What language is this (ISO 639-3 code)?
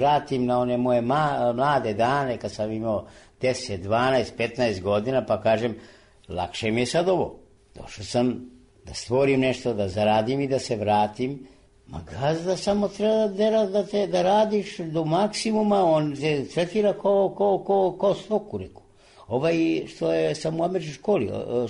srp